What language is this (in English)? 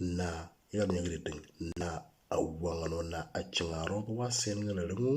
Moro